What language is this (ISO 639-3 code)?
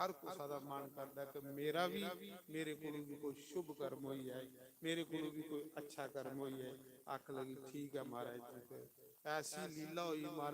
doi